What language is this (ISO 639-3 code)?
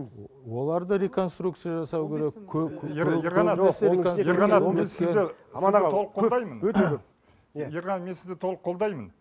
kaz